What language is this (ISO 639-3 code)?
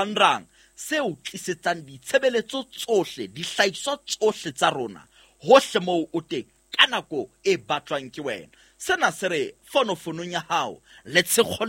sot